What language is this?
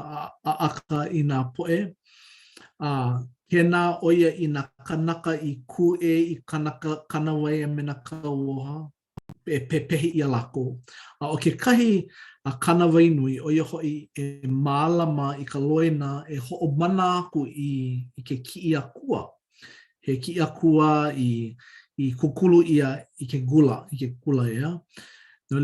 Hawaiian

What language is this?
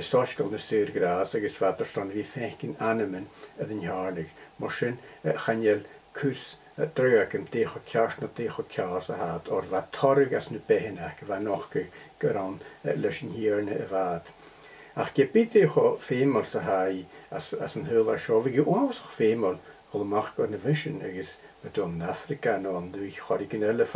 Scottish Gaelic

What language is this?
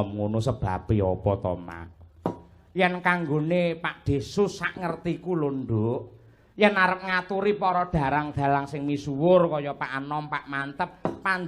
Javanese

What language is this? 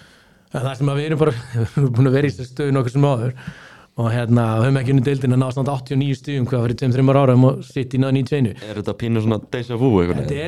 Icelandic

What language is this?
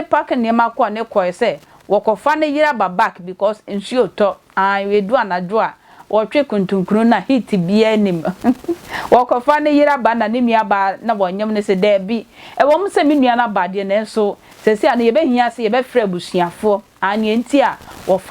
Akan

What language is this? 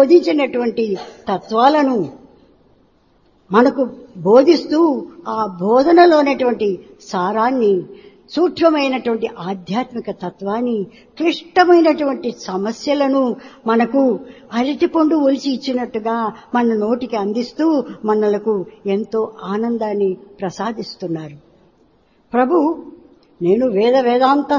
Telugu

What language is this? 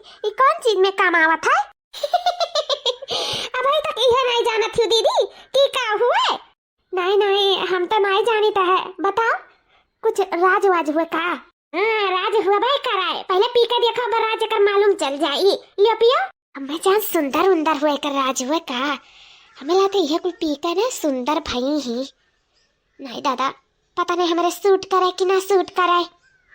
Awadhi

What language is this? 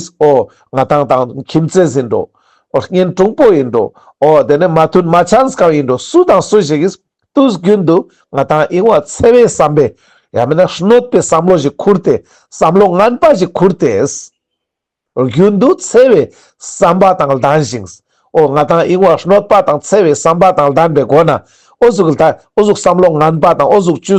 Ladakhi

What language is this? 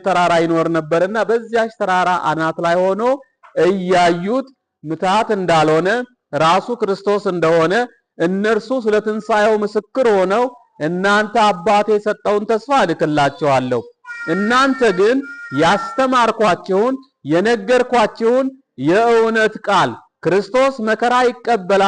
Amharic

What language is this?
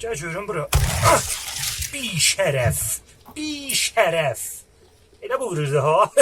South Azerbaijani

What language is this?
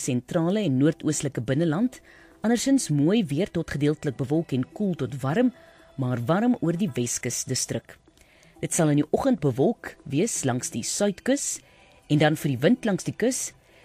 Afrikaans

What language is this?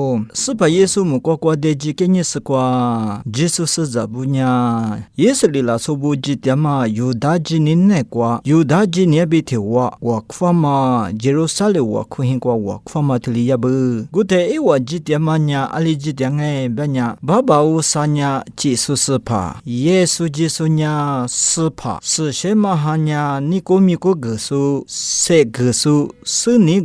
Lisu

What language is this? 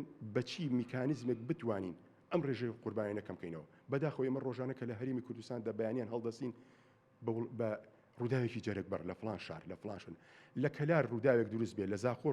Central Kurdish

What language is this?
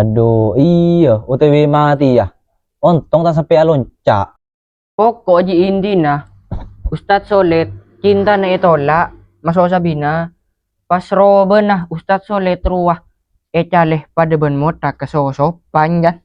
Madurese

